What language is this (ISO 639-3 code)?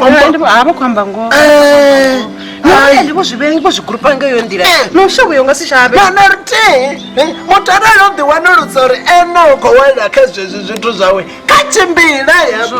ven